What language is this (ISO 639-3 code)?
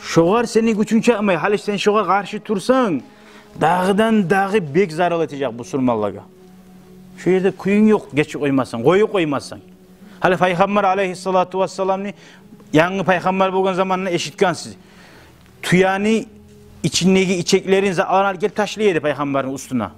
kum